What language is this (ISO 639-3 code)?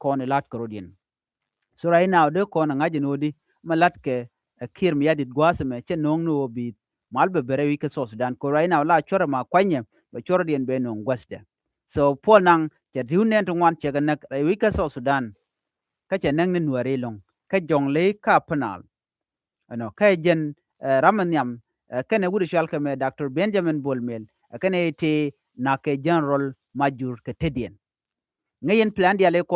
nus